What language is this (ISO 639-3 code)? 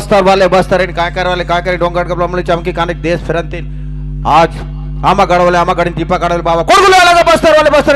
hne